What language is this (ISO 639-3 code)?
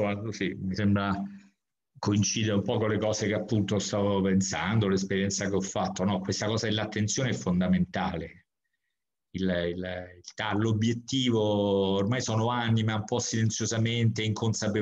ita